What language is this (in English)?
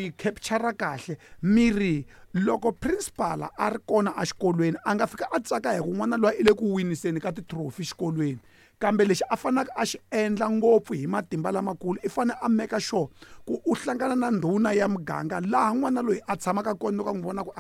Tsonga